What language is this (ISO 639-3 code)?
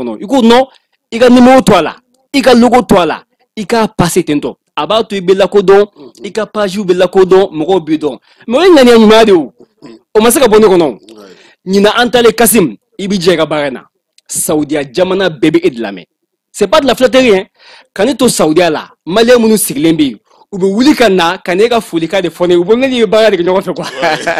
bam